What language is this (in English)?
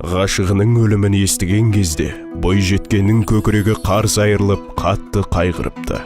Crimean Tatar